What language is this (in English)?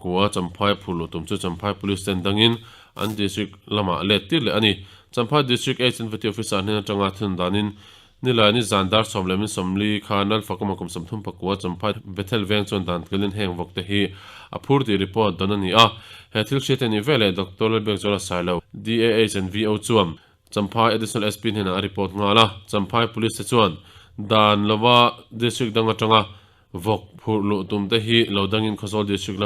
Mizo